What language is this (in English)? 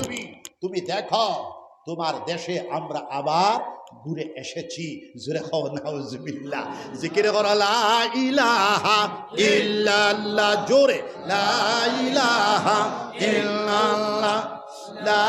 Sylheti